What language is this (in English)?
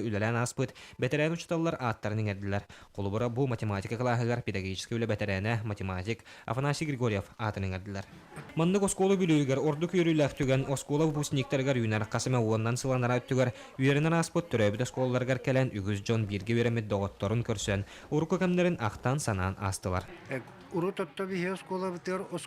Yakut